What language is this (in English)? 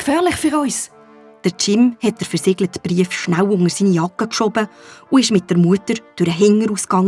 Swiss German